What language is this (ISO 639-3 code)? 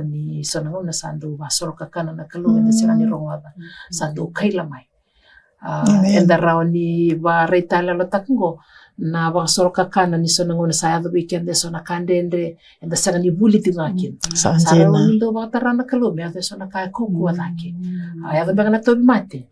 fij